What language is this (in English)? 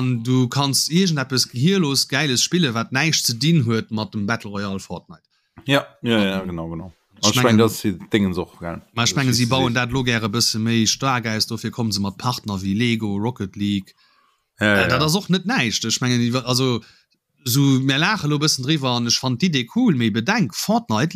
Luxembourgish